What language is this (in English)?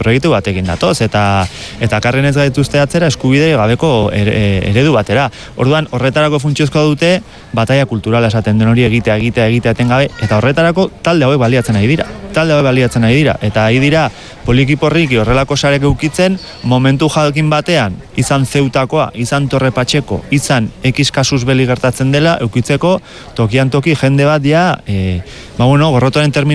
Basque